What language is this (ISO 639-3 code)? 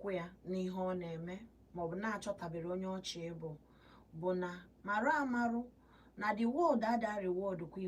ibo